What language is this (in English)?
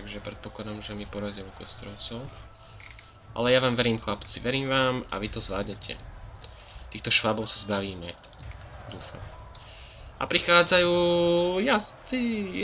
Slovak